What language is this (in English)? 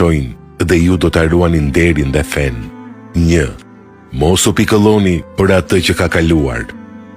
Albanian